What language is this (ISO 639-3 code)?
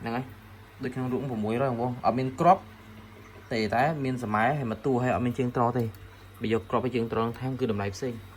khm